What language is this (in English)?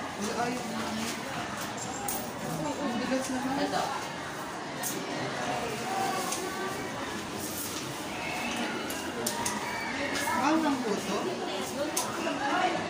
Filipino